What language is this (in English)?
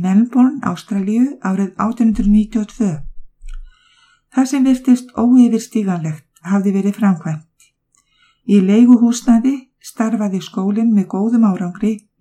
Icelandic